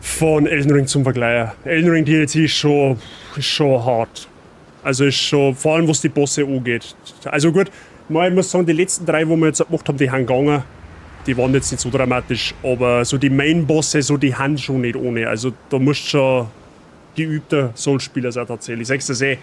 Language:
Bavarian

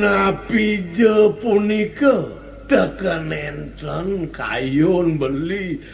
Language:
Balinese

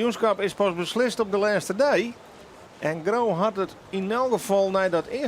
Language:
Western Frisian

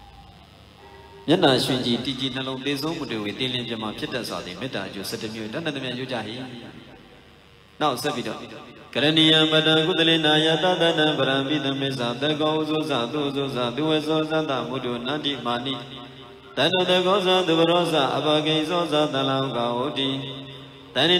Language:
Burmese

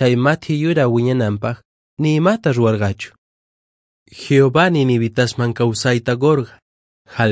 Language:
Quechua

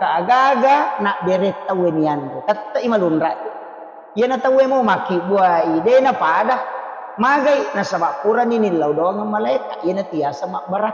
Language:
Buginese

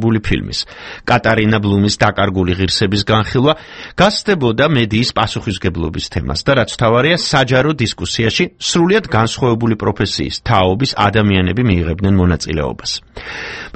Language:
Georgian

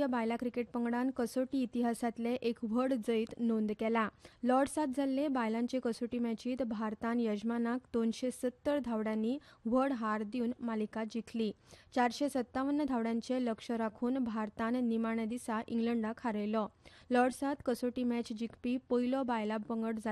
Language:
Konkani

